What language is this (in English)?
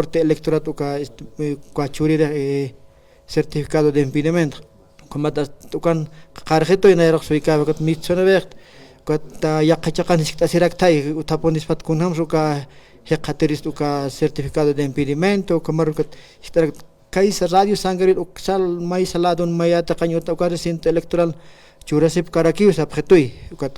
Aymara